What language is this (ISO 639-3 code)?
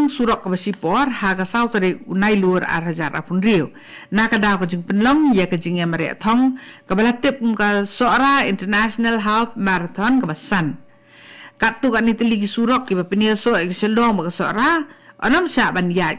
kha